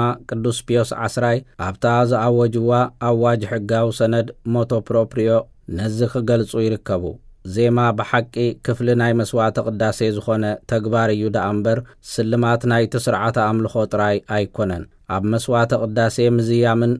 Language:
Tigrinya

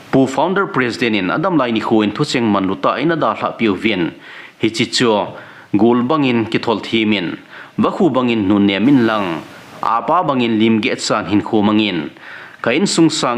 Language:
Thado Chin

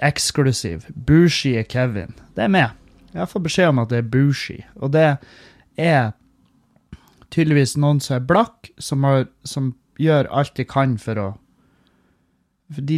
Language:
Norwegian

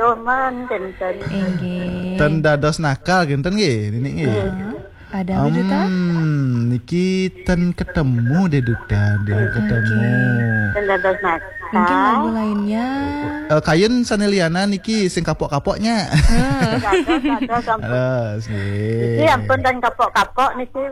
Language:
Balinese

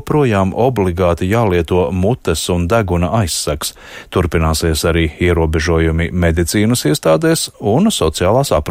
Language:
Latvian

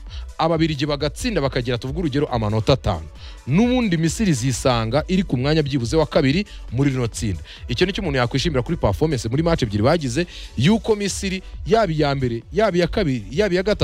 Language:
Kinyarwanda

